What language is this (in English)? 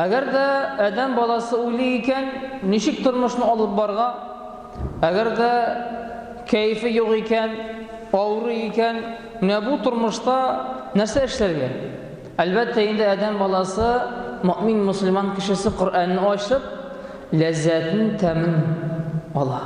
Tatar